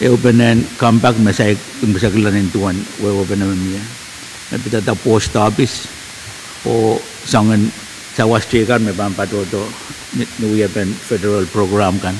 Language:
Pohnpeian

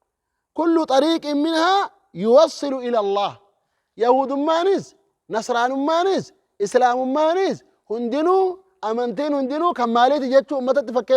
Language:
Oromo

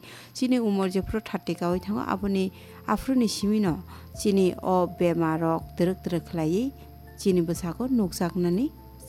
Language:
Kok Borok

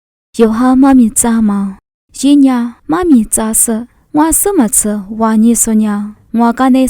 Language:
Lisu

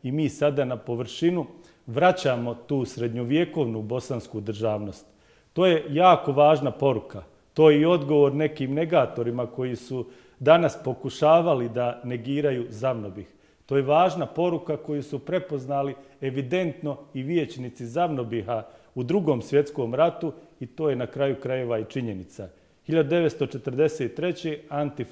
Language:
Bosnian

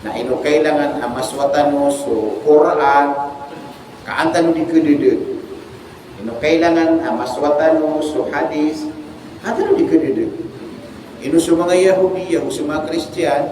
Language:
Maranao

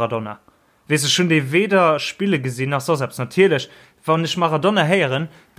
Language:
Luxembourgish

